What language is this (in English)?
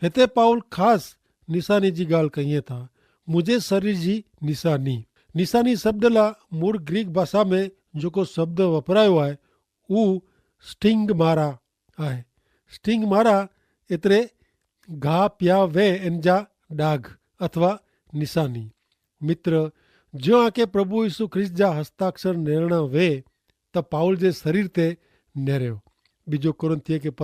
Kachhi